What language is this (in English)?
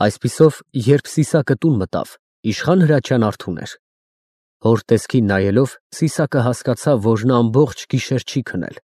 Armenian